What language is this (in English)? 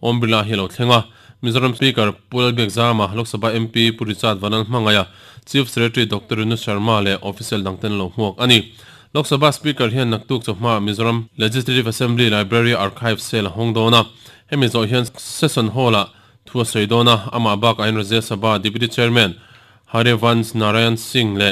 Mizo